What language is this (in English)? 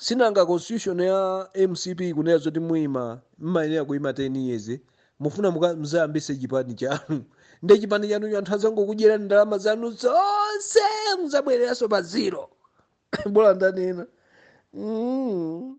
Nyanja